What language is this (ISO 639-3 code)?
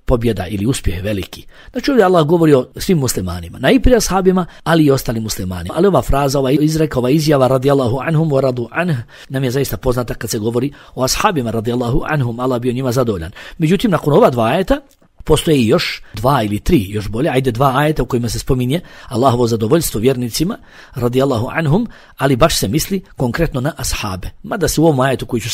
bos